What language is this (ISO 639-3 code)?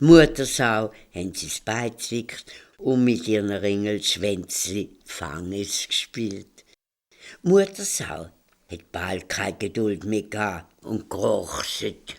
gsw